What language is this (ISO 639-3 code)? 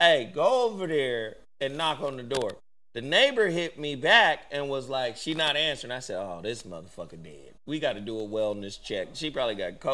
eng